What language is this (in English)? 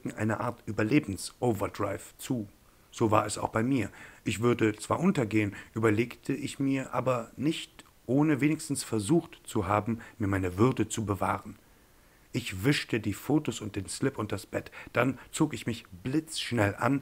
German